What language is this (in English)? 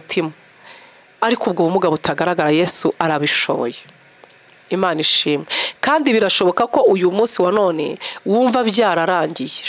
Kinyarwanda